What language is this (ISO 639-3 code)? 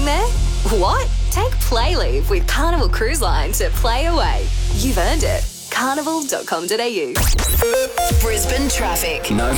eng